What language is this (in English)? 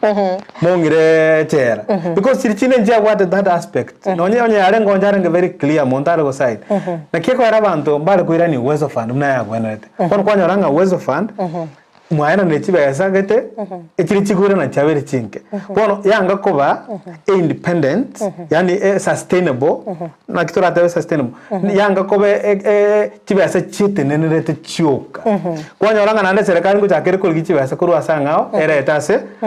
Gusii